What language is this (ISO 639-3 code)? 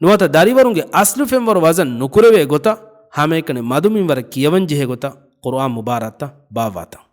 div